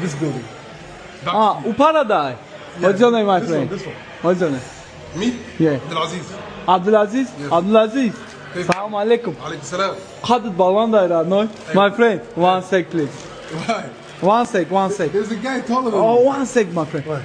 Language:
Tajik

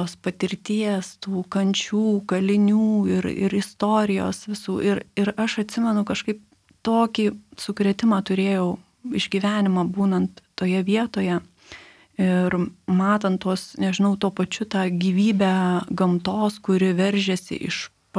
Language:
Lithuanian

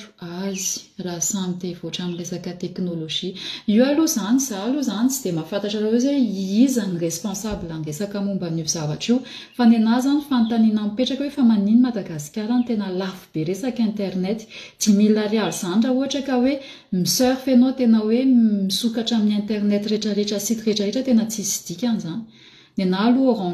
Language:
Malagasy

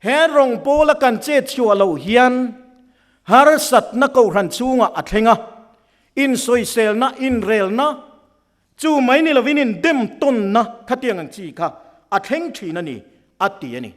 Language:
Mizo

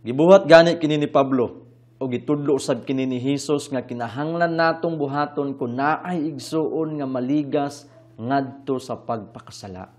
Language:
Cebuano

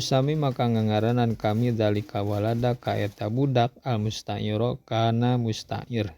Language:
Sundanese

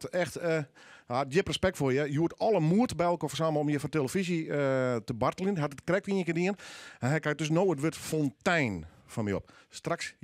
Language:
Western Frisian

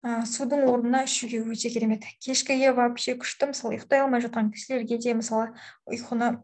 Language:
Kazakh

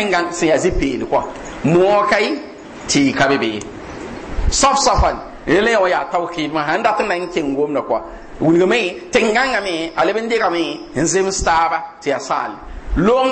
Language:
Mossi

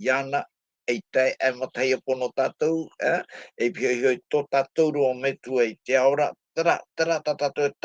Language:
Tahitian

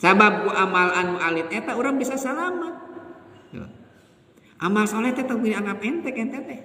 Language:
Sundanese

